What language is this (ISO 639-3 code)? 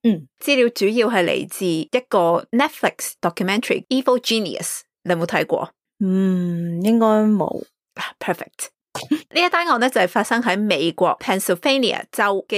yue